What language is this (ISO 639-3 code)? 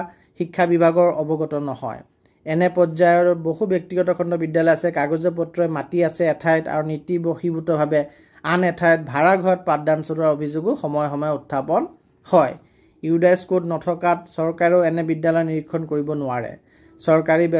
asm